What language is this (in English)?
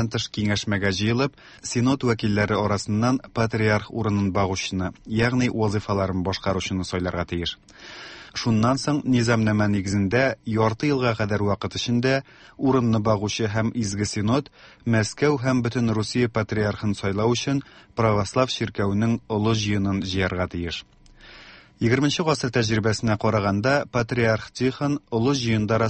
Tatar